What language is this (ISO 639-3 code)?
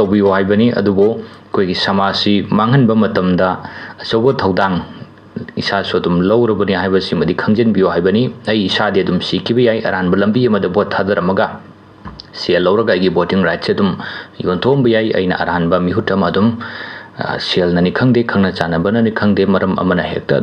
mni